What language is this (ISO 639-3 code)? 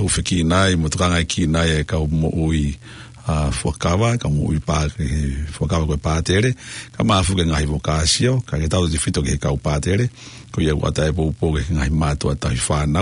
ton